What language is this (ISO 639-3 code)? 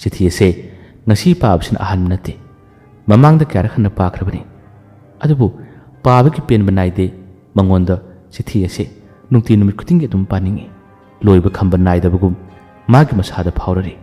mni